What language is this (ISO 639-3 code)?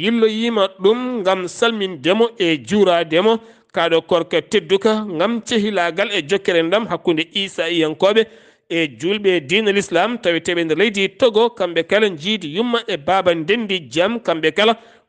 ful